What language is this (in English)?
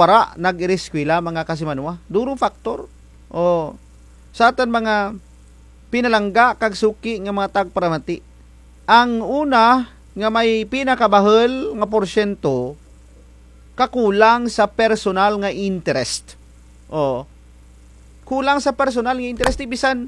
Kinaray-a